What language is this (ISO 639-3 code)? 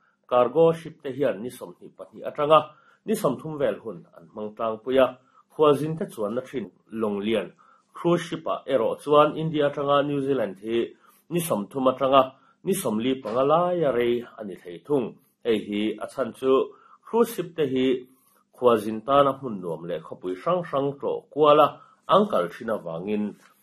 lus